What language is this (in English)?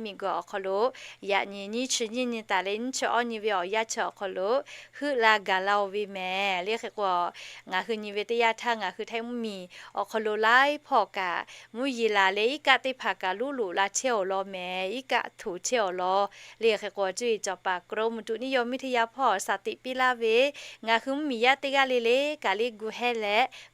Lahu